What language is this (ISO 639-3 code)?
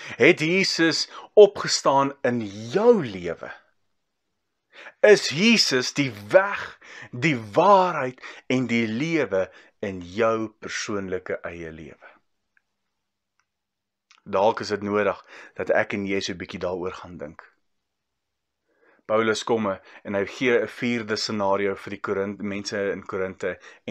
afr